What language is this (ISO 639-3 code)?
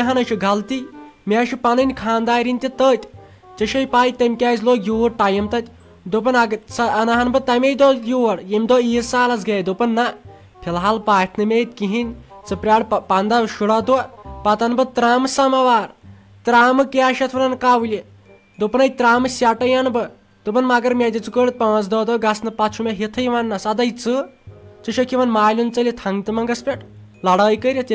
kas